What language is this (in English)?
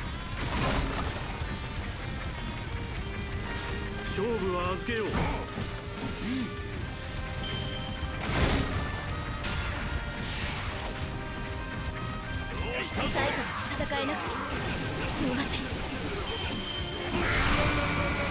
Japanese